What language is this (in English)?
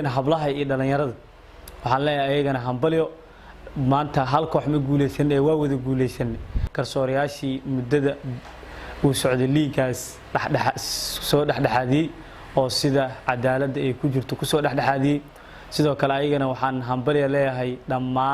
Somali